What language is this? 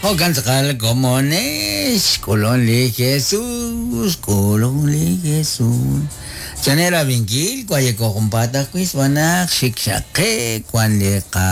Kekchí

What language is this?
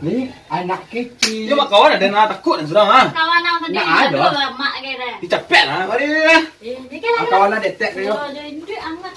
Minangkabau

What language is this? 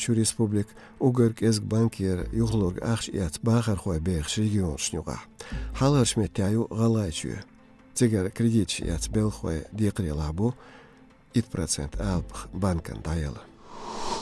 Chechen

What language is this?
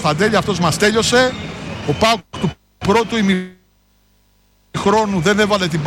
Greek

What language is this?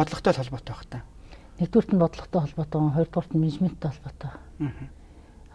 Mongolian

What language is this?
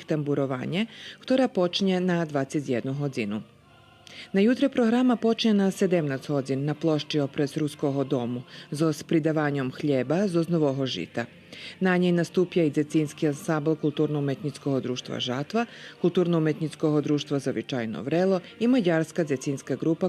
Rusyn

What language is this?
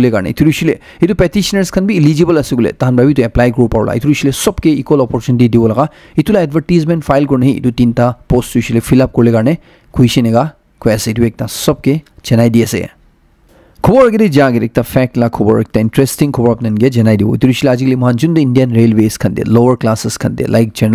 Naga Pidgin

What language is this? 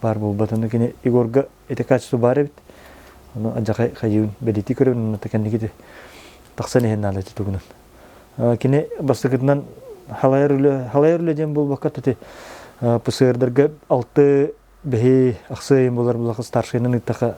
Yakut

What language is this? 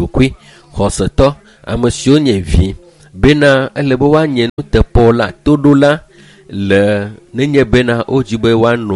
Ewe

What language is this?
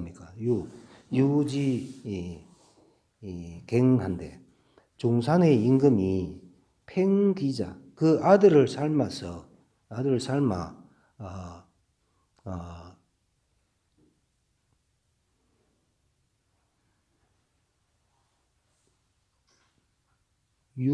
Korean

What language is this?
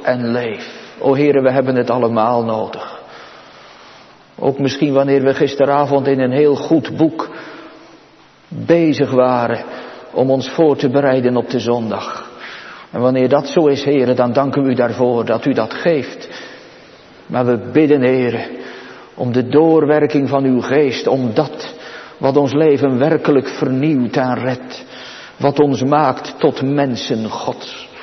Dutch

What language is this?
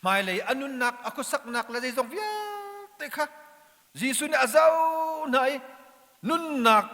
Hakha Chin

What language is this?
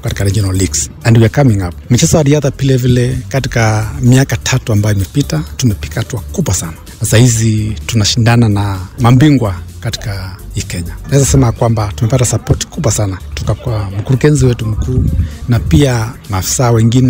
Swahili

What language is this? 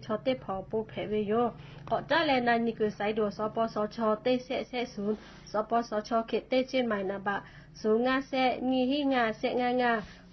Lahu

